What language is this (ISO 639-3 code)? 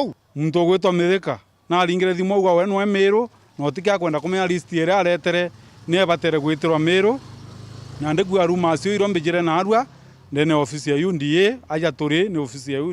mer